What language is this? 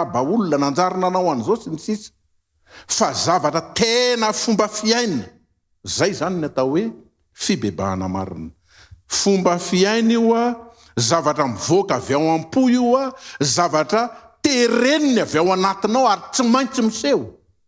Malagasy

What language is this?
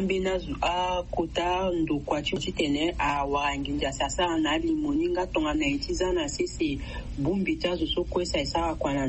Sango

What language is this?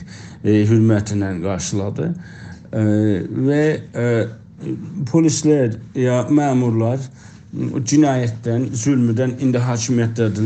South Azerbaijani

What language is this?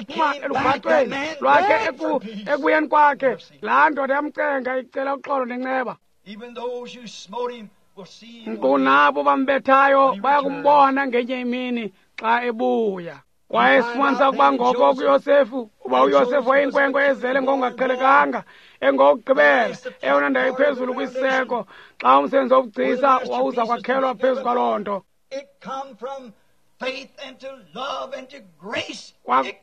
Xhosa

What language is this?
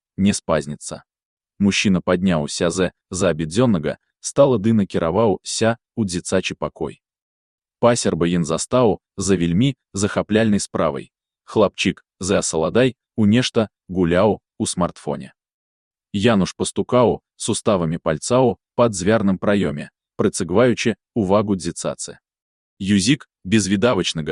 Belarusian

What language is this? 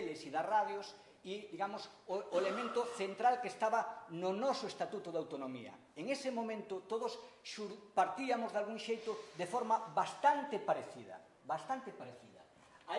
Galician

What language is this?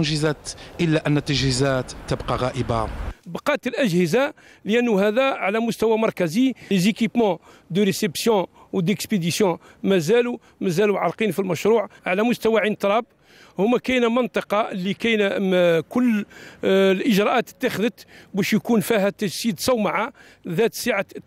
Algerian Arabic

